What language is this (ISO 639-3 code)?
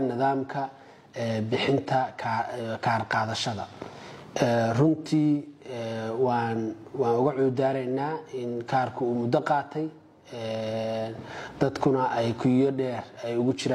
som